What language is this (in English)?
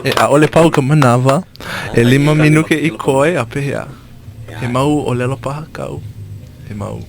Hawaiian